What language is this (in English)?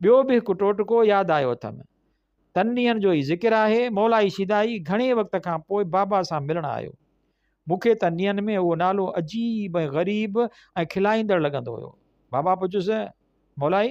Sindhi